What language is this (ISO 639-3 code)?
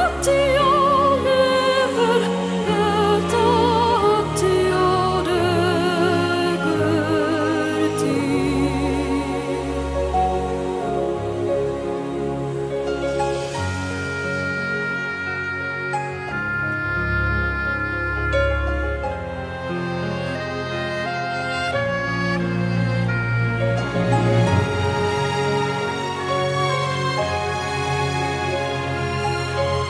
swe